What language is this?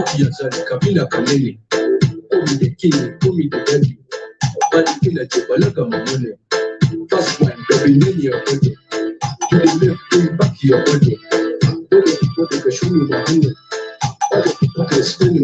Kumam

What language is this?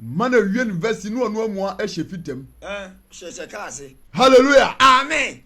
Akan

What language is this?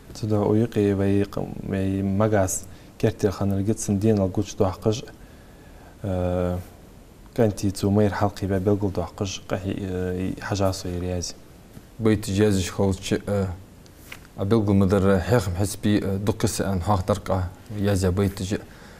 Ingush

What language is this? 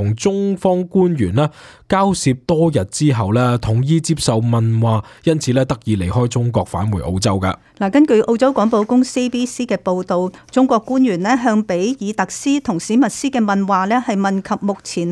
Cantonese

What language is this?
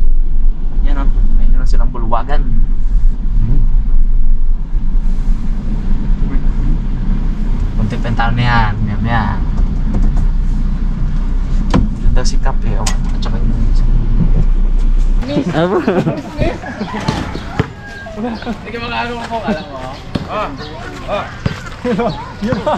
Filipino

